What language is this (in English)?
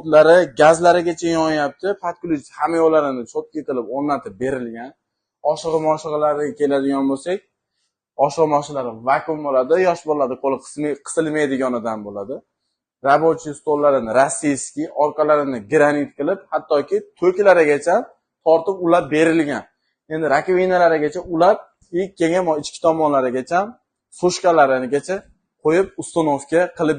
Uzbek